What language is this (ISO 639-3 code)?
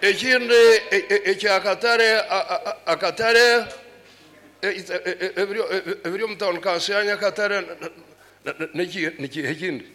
nyo